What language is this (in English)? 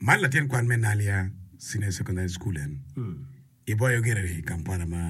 Acoli